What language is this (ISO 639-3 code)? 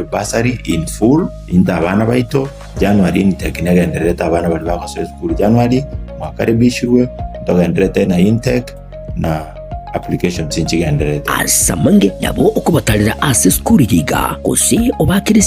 guz